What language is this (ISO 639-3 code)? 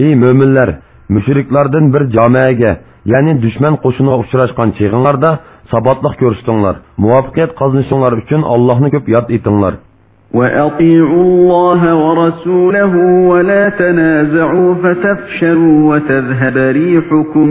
uig